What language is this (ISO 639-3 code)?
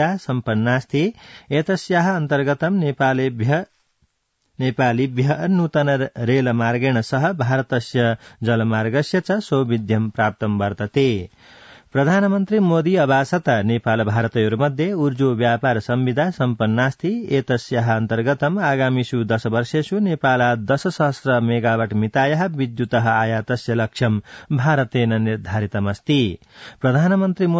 san